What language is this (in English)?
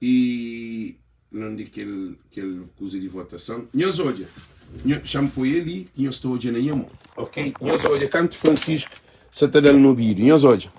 Kabuverdianu